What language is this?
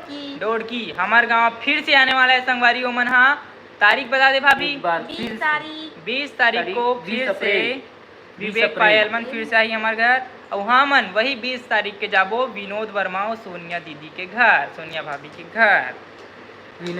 Chhattisgarhi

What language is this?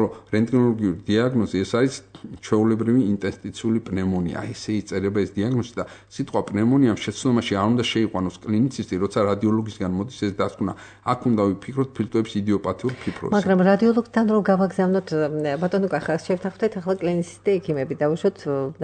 Georgian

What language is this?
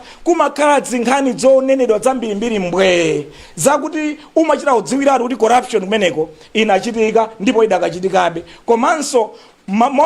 Nyanja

